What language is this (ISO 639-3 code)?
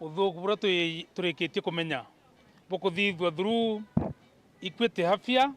mer